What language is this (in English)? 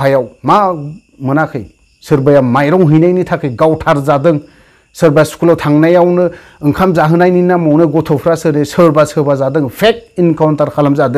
Bodo